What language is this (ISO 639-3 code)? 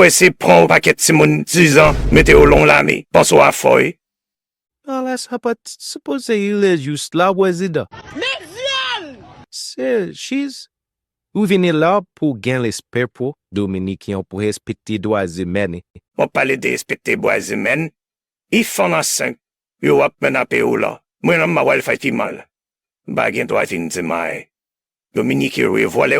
hat